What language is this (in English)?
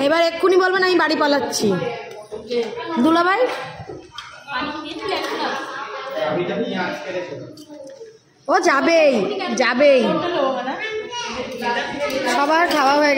Bangla